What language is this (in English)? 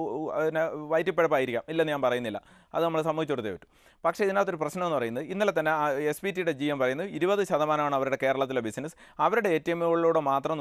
Malayalam